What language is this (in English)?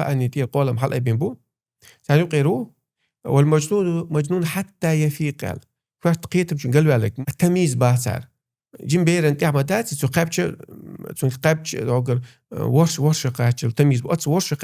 Chechen